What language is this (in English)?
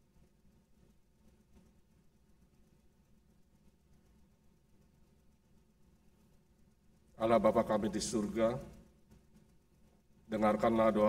Indonesian